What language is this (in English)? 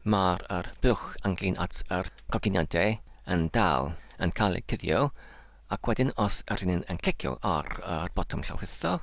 Welsh